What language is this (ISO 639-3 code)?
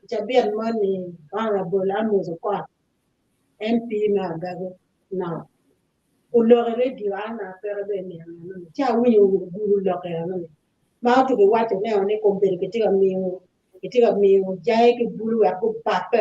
ach